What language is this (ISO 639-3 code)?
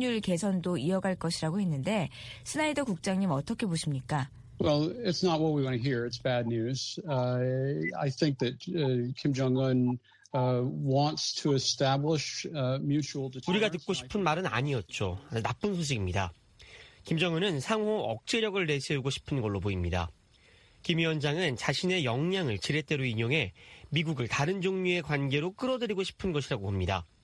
kor